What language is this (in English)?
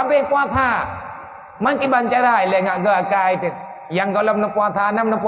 Achinese